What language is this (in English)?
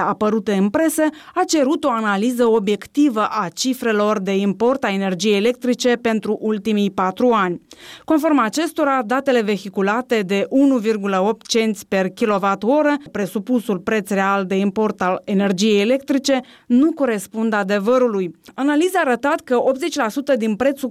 Romanian